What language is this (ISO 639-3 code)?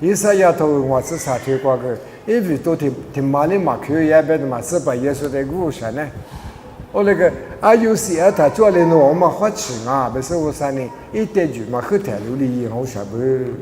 lis